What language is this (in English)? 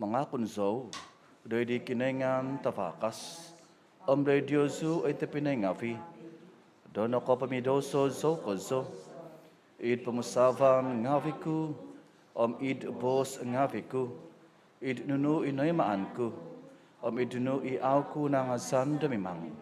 Central Dusun